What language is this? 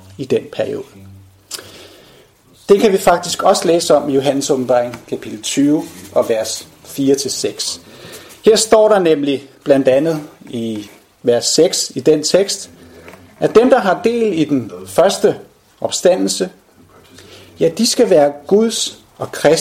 Danish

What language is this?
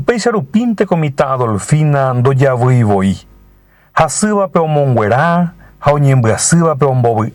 Guarani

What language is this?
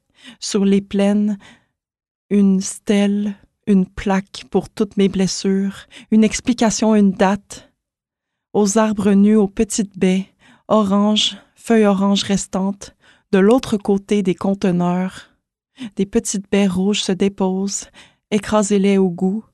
French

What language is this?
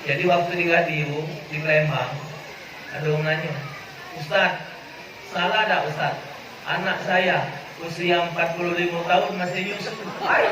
Musi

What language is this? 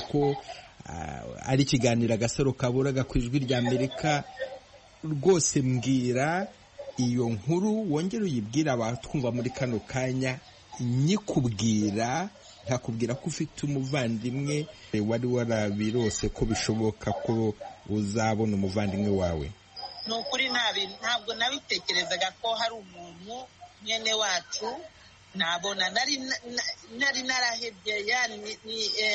Kinyarwanda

